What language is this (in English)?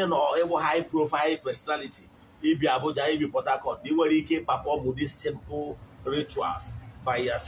Igbo